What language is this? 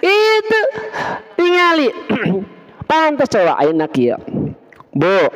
Sundanese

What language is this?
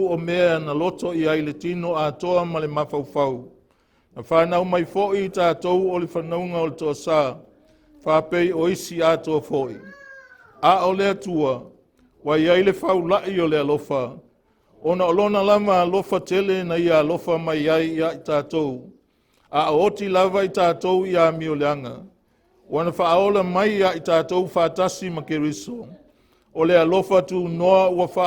Samoan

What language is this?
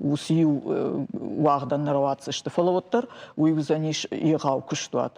Ossetic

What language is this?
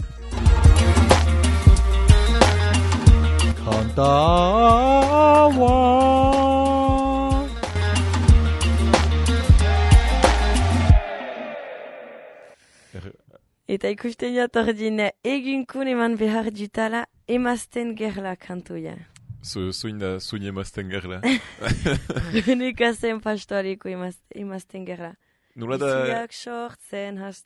Basque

